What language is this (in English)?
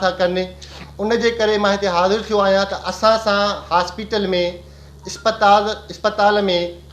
Sindhi